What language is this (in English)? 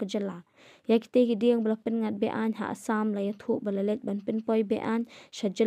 Khasi